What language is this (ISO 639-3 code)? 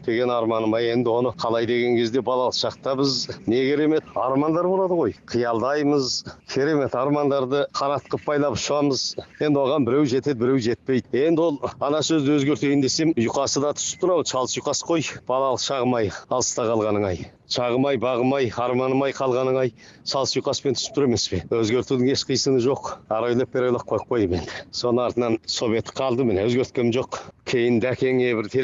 kaz